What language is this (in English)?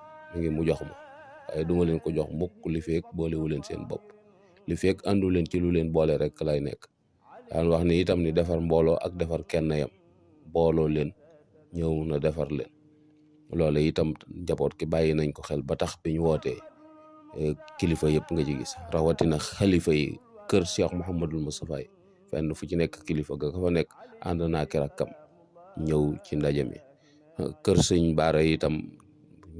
Wolof